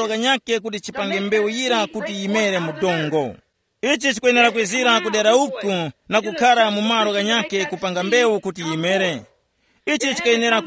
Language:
Tumbuka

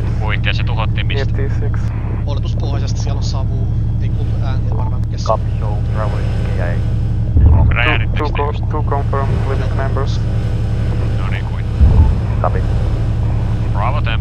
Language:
Finnish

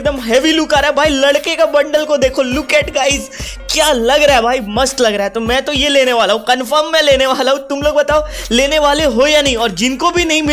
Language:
Hindi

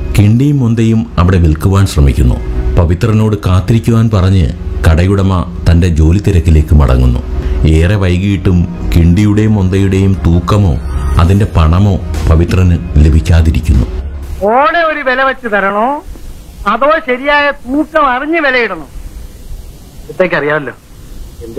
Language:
Malayalam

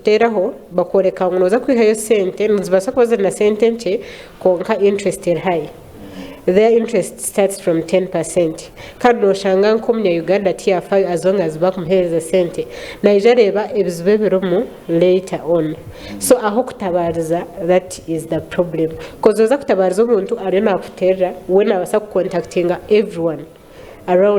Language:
Nyankole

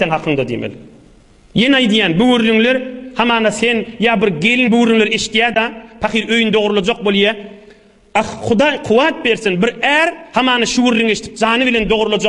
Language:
Turkmen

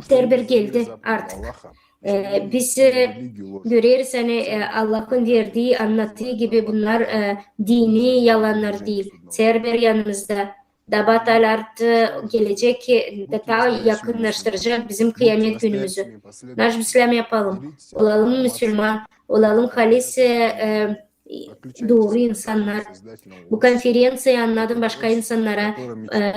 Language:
Gagauz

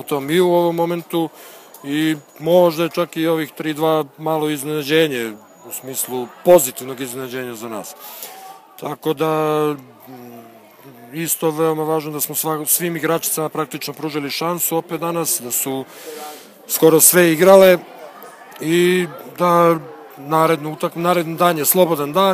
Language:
Serbian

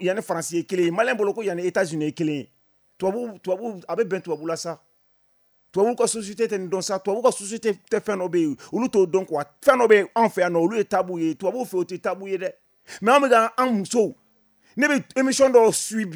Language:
Bambara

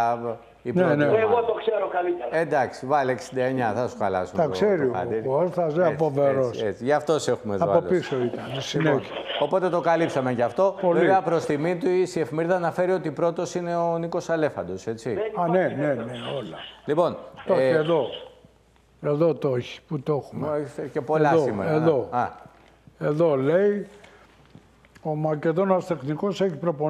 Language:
Greek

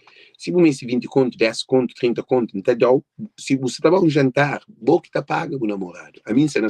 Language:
Kabuverdianu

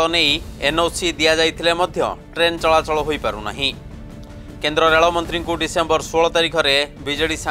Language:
Odia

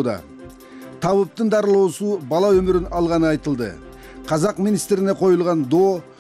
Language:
Kyrgyz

